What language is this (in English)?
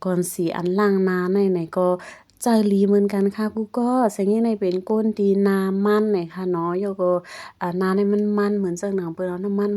Shan